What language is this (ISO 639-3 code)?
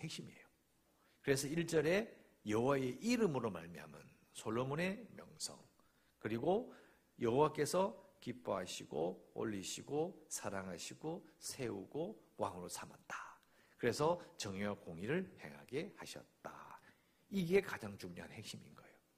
kor